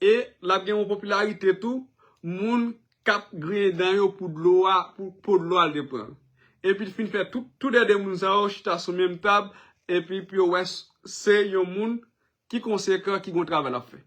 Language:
Haitian Creole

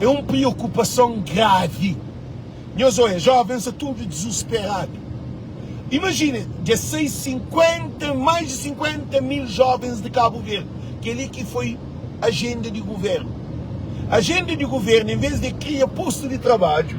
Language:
Kabuverdianu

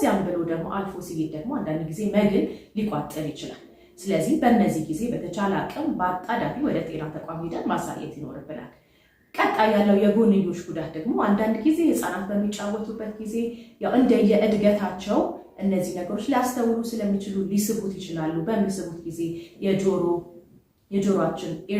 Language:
Amharic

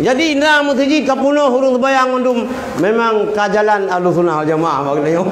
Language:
Achinese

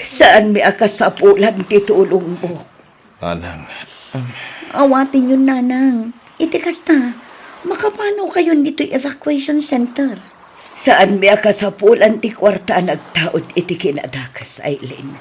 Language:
Iloko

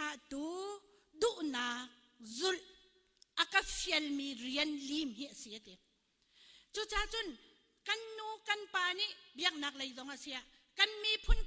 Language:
Hakha Chin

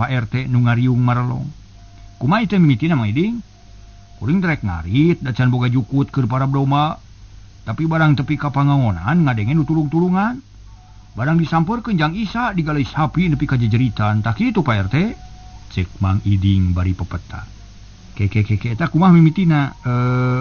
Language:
Sundanese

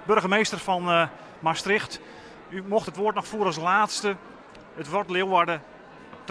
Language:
Western Frisian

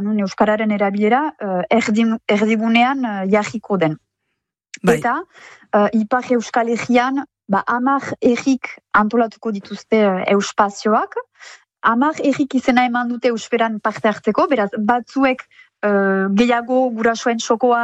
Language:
Basque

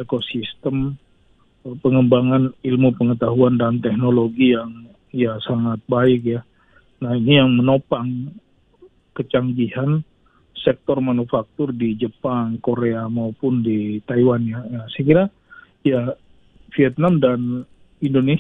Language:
Indonesian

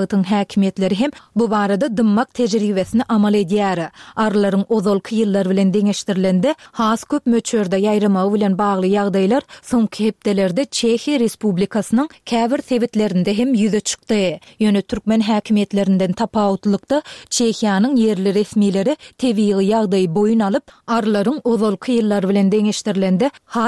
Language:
Turkmen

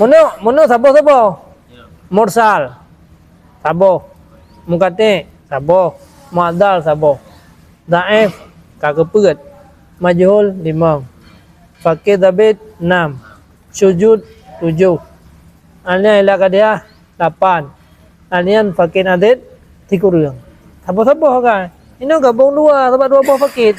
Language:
Achinese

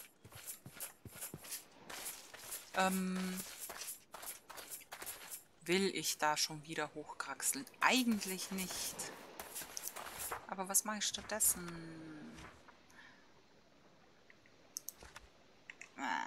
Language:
German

